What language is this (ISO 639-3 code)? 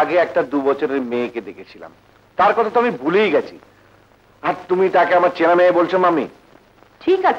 ben